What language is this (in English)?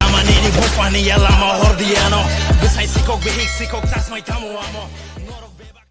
Kok Borok